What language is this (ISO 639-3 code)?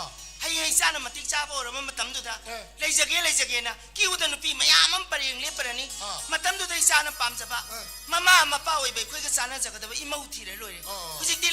mni